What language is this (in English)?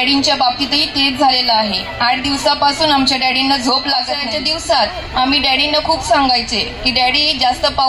Marathi